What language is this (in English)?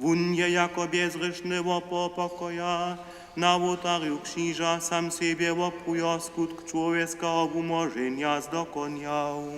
Upper Sorbian